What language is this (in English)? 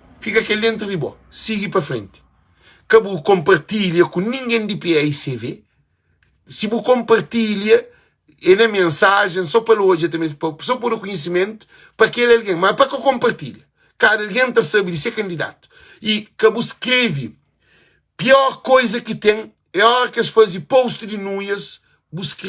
Kabuverdianu